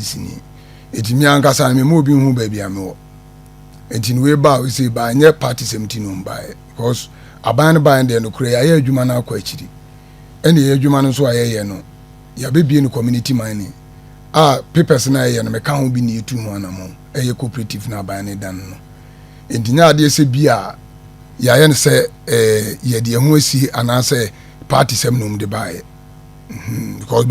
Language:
Akan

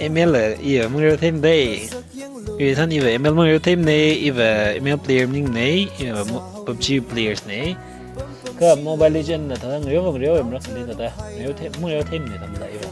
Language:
Tangkhul Naga (India)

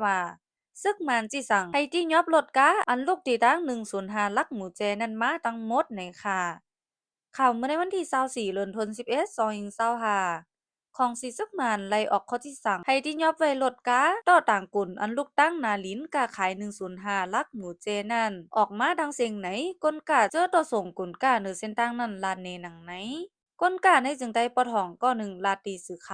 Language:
Shan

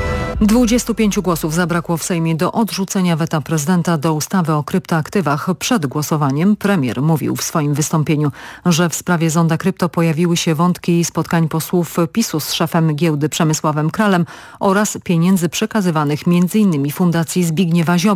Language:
Polish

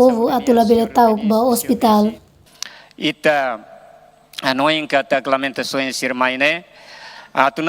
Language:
Tetum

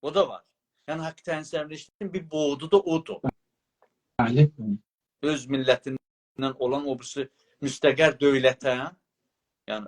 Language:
South Azerbaijani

